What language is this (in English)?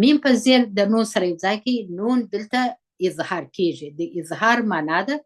Pashto